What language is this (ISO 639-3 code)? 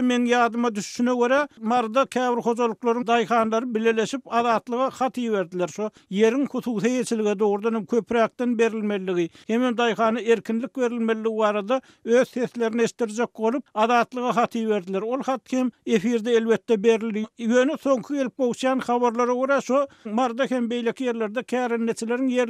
tuk